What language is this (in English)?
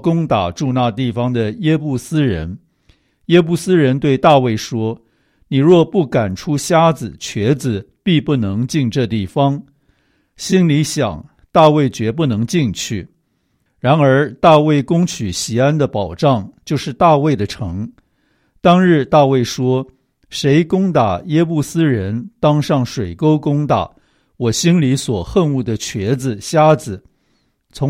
Chinese